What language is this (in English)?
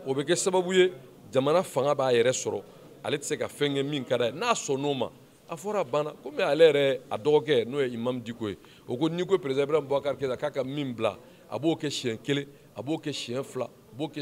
Bambara